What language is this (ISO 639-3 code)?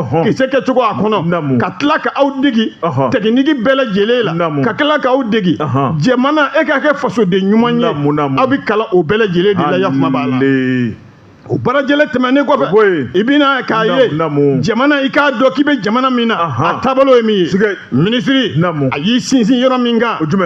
bam